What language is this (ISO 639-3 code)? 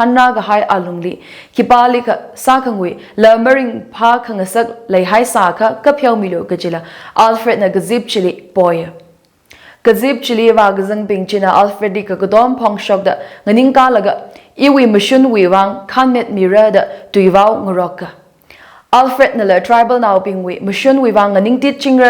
nmf